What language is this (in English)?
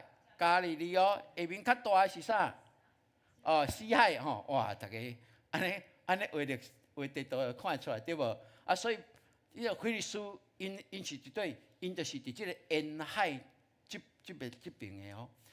Min Nan Chinese